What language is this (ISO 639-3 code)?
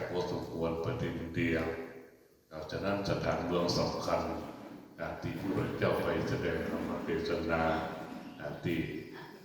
lao